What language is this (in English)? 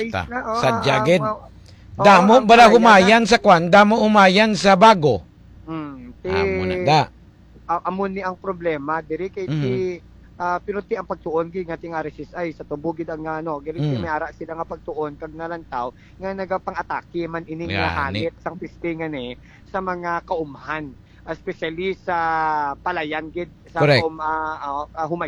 Hiligaynon